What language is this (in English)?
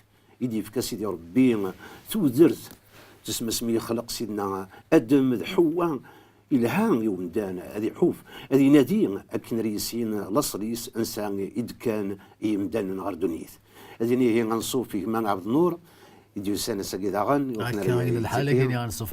Kabyle